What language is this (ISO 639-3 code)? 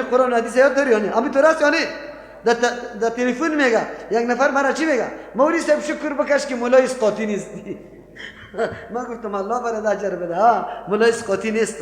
fas